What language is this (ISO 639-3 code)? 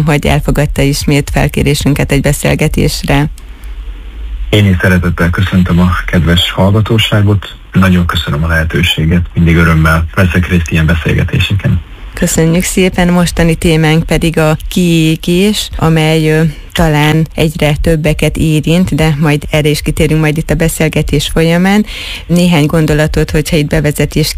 hun